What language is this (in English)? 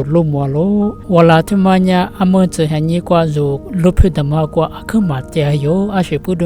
Lisu